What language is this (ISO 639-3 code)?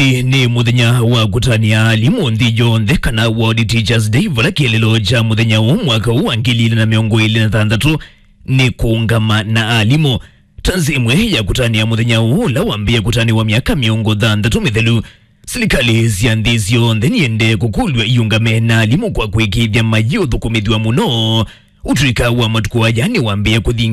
kam